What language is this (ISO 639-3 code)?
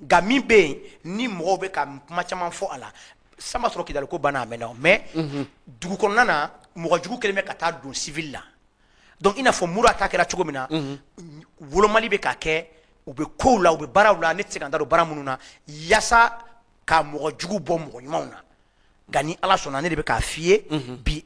bam